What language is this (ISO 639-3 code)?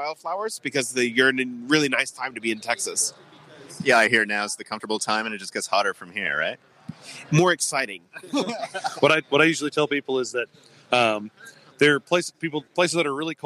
eng